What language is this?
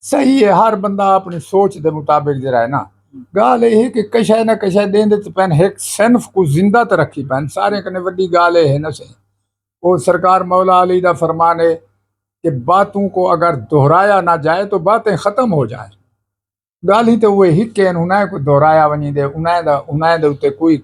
Saraiki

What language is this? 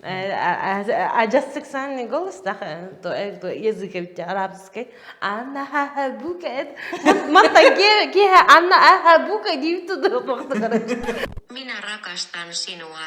Yakut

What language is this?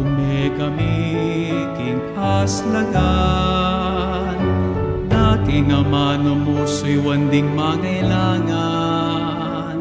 Pampanga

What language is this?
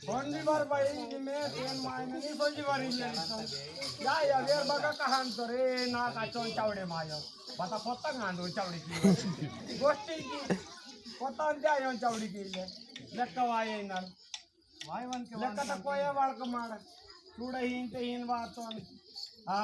Adilabad Gondi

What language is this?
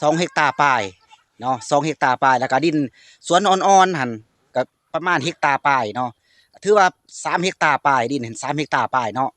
Lao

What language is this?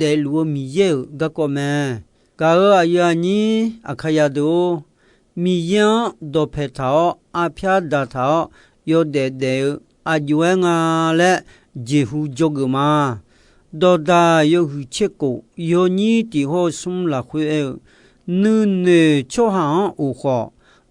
Akha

